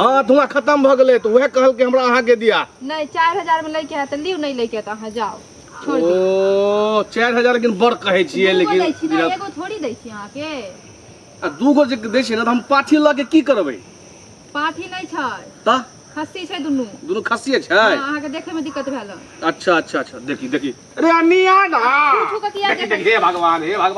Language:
Maithili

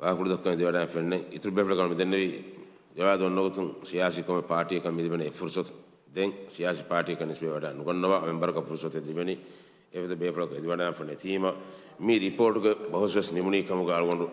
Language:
Divehi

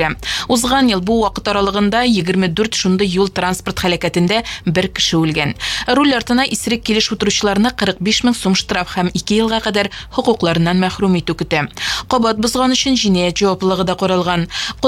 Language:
Tatar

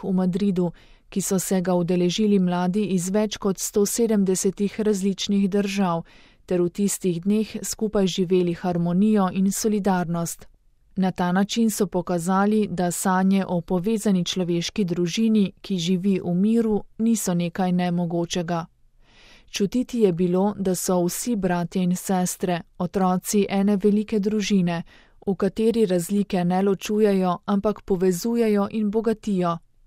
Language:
Slovenian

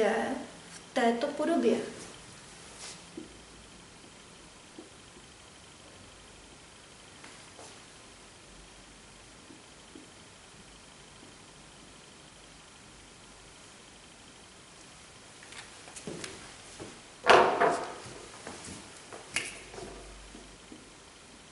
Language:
Czech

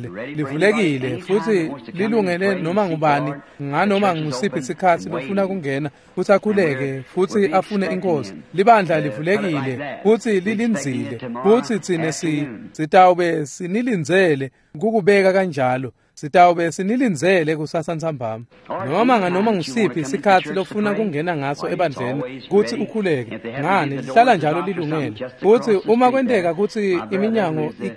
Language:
Swati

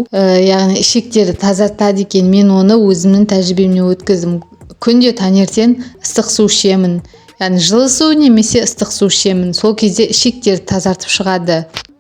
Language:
Kazakh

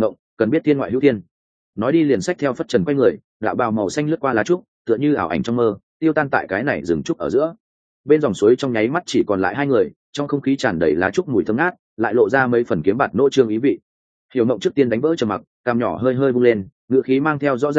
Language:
Vietnamese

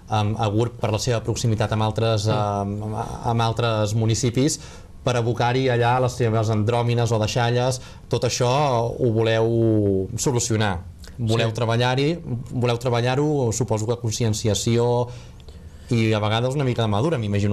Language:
Catalan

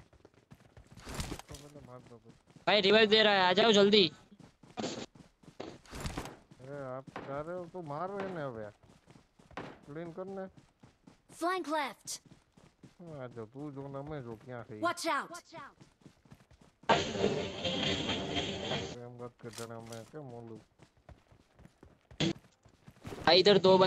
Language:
Hindi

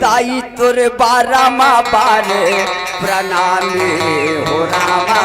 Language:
Chhattisgarhi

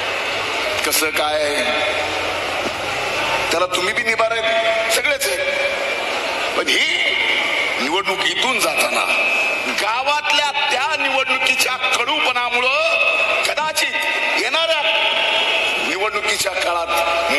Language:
Marathi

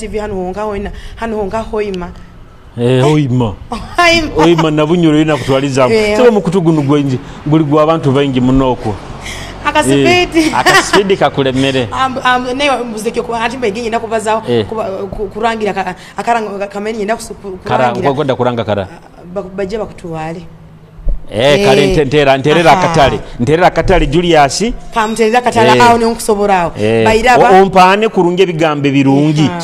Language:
Nyoro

